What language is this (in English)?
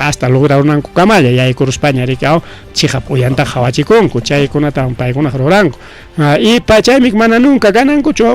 Ayacucho Quechua